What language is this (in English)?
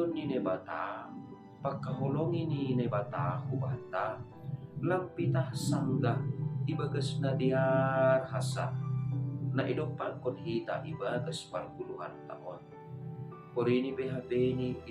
Batak Simalungun